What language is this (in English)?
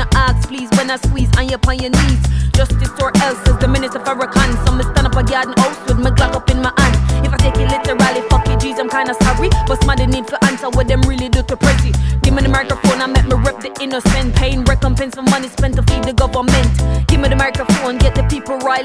English